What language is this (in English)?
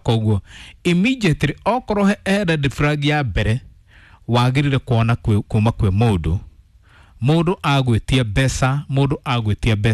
Kikuyu